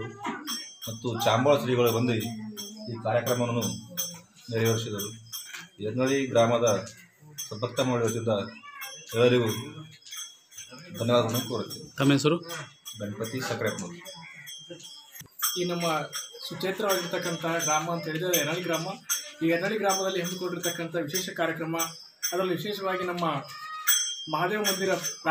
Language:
Kannada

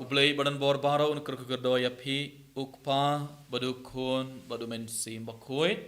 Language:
Khasi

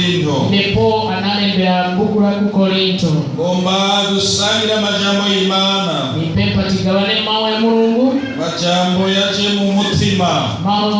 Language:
Rundi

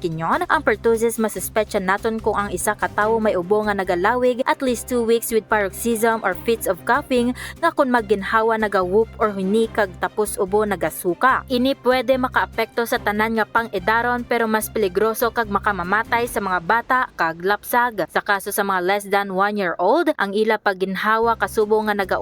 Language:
Hiligaynon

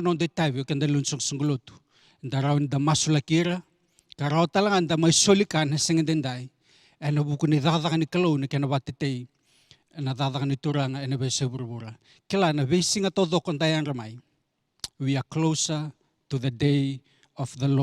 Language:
Fijian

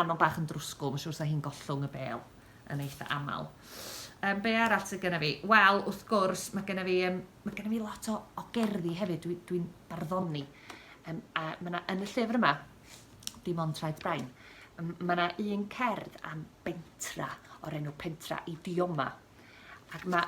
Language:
Welsh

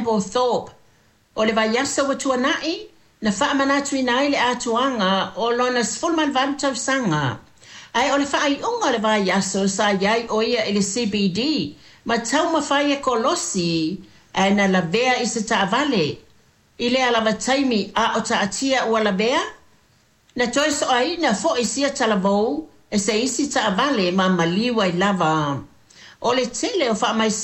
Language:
Samoan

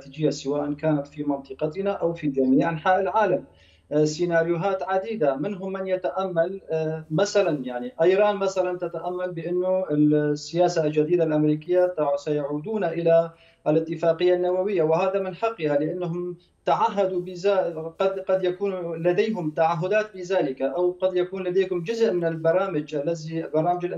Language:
Arabic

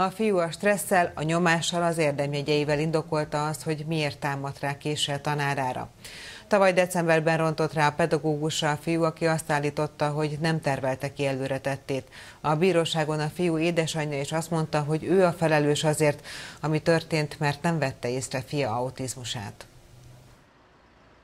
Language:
Hungarian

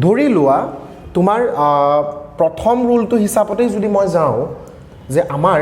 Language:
Assamese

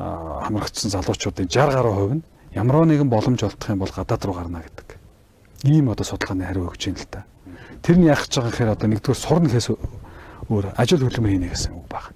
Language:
Mongolian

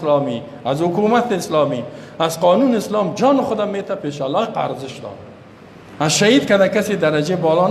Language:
Persian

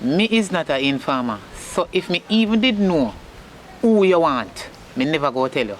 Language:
Jamaican Creole English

